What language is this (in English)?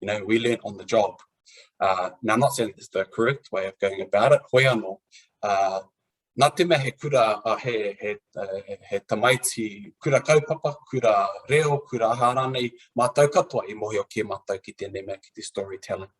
Māori